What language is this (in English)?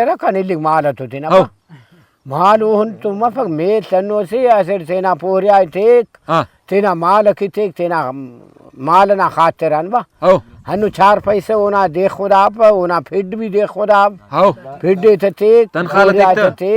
Brahui